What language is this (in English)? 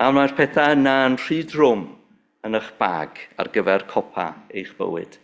Welsh